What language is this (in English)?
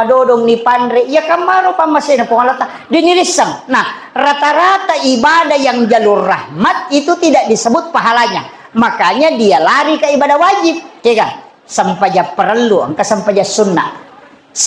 Buginese